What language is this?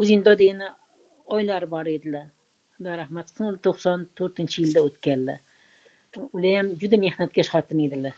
Uzbek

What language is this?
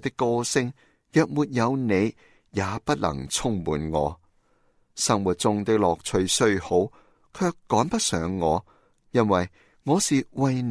Cantonese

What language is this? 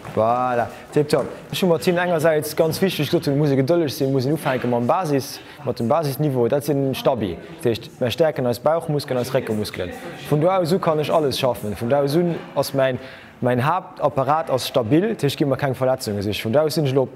Luxembourgish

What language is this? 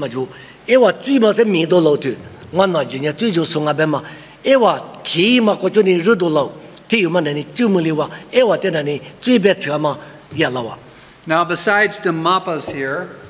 Lisu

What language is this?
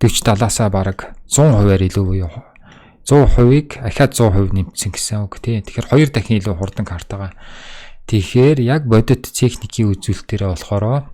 Mongolian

